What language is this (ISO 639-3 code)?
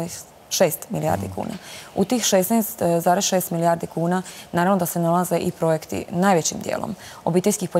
hrv